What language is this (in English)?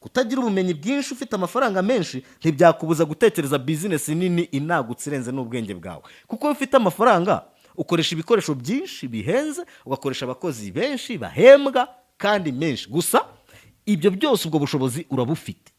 Kinyarwanda